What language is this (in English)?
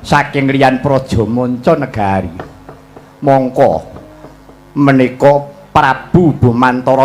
Javanese